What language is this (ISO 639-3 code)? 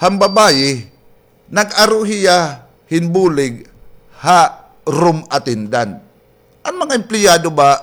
war